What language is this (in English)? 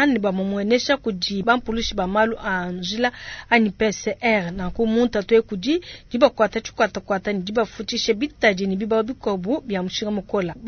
Luba-Lulua